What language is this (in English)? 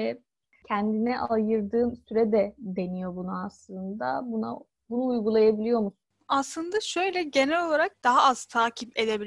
Turkish